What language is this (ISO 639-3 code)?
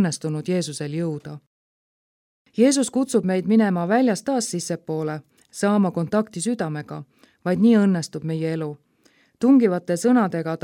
est